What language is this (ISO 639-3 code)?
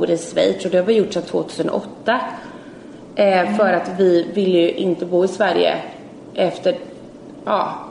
swe